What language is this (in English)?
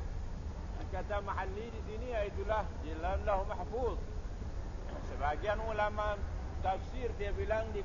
Malay